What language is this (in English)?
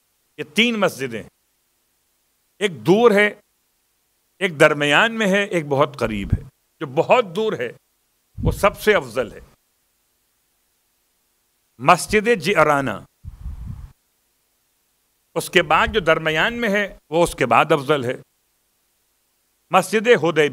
Urdu